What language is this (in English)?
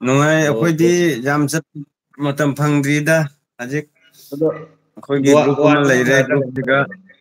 Manipuri